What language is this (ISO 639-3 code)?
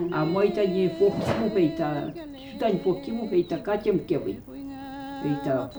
arn